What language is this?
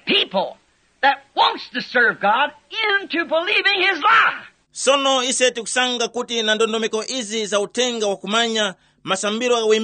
Tumbuka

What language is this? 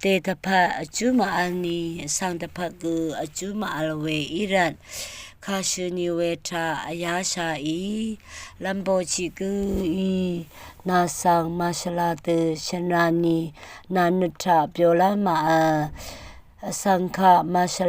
Rawang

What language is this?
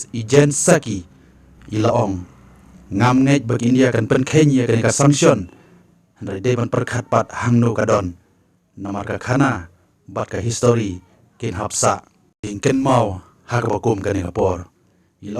Khasi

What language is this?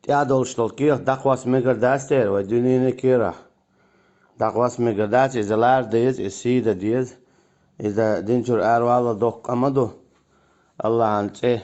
Chechen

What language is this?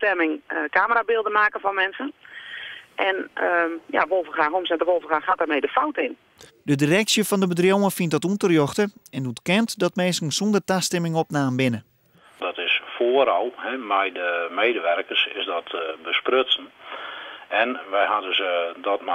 Western Frisian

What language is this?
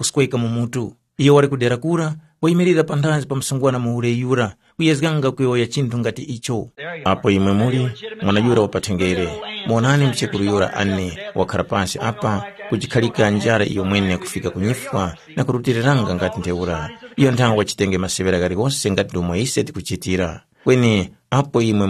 Tumbuka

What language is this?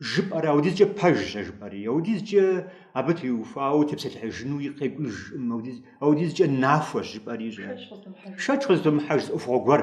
Kabardian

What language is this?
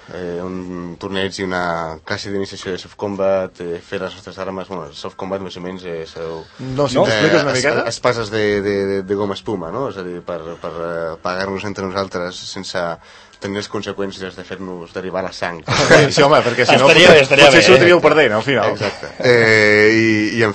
Catalan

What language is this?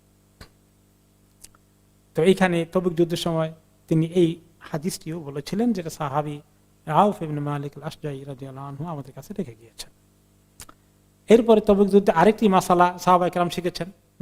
Bangla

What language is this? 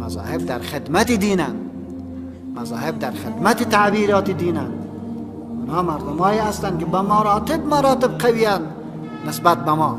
Persian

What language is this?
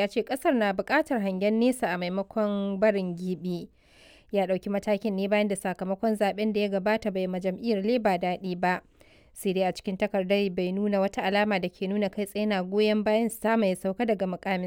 Hausa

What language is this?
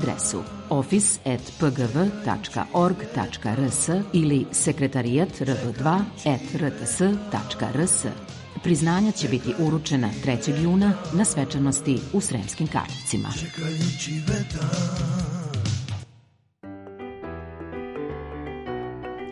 Serbian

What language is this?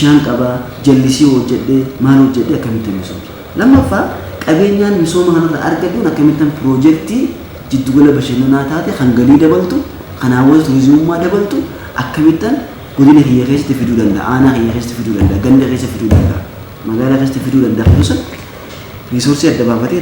Oromo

